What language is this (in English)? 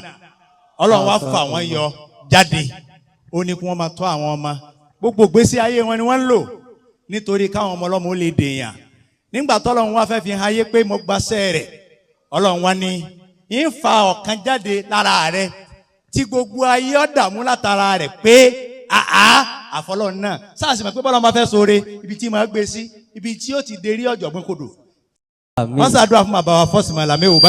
Yoruba